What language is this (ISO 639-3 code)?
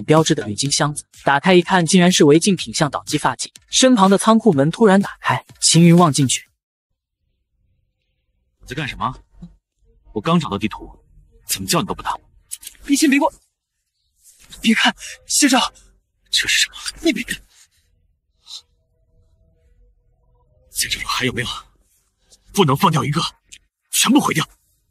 zho